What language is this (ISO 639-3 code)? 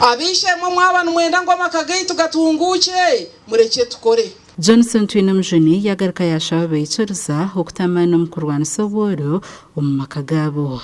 nyn